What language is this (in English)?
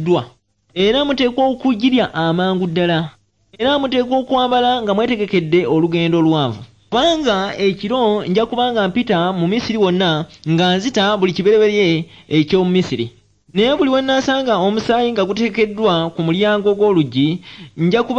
Ganda